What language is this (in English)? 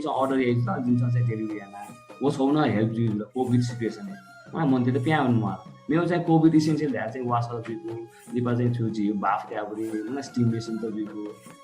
Newari